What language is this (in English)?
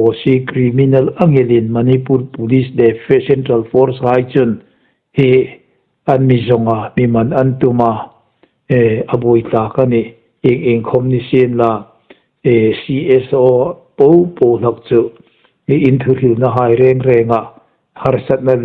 Hmar